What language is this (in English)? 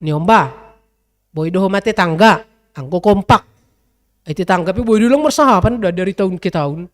Batak Simalungun